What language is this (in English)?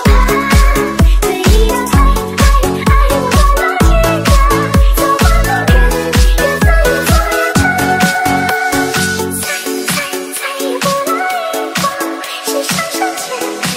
Chinese